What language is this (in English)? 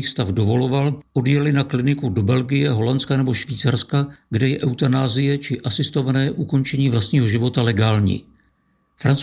Czech